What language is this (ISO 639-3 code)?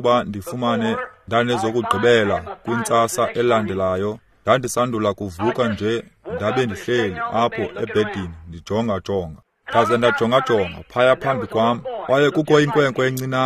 xho